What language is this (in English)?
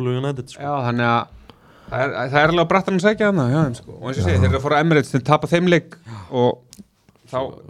Icelandic